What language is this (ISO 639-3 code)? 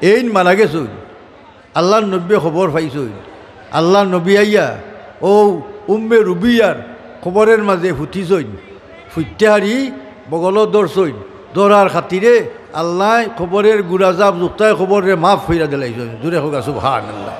syl